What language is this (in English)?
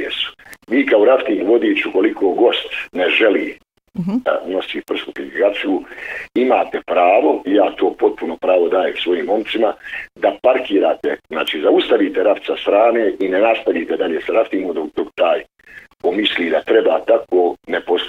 Bosnian